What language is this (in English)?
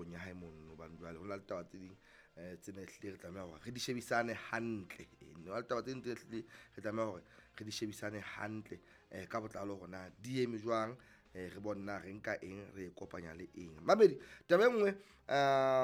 Southern Sotho